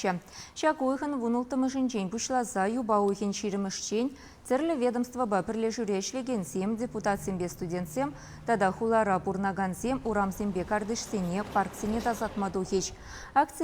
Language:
Chuvash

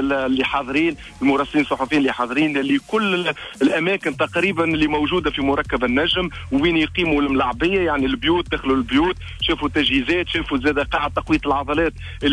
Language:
Tunisian Arabic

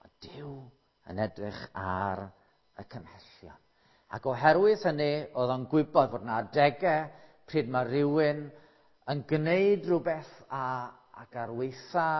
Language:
Welsh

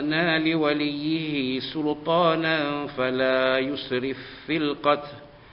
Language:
Arabic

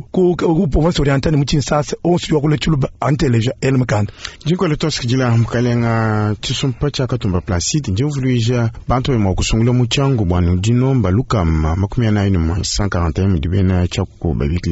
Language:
Luba-Lulua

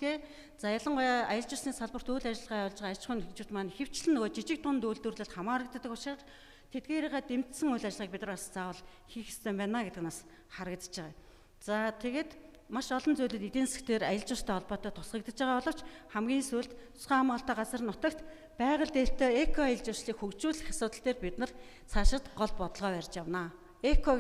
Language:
Mongolian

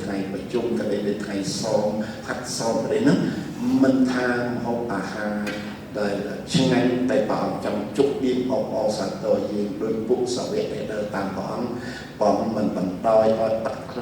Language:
Khmer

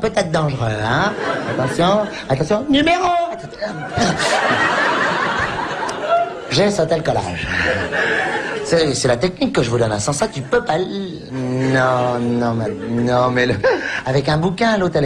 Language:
French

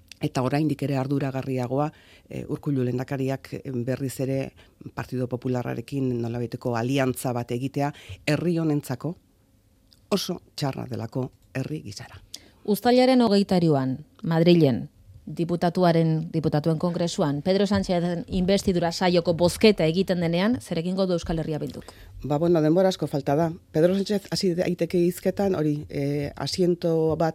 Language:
Basque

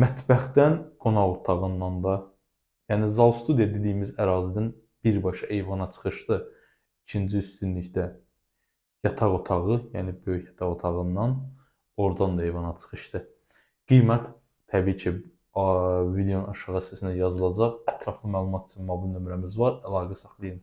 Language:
Azerbaijani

